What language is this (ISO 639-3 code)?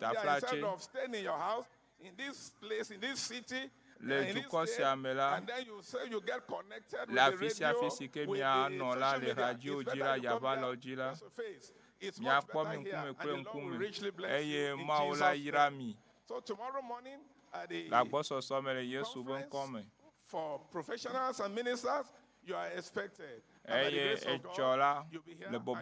ewe